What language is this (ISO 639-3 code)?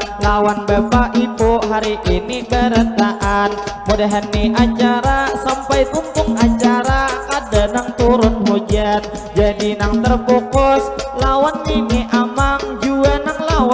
bjn